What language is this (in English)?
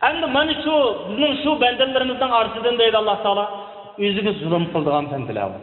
Uyghur